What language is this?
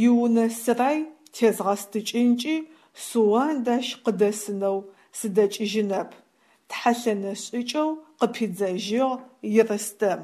Adyghe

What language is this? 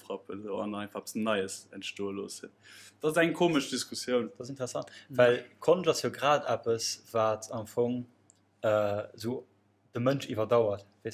Luxembourgish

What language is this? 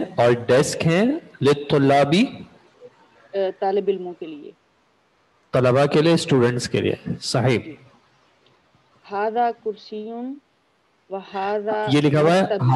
Urdu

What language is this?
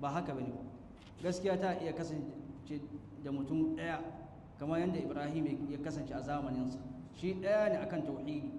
Hausa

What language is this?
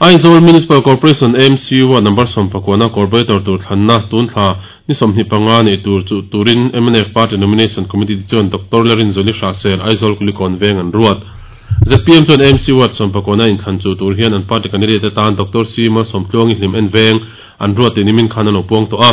Mizo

